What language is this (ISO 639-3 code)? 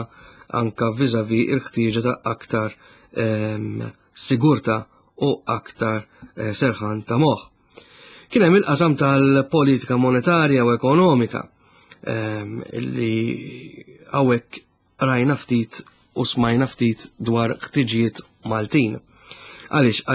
mlt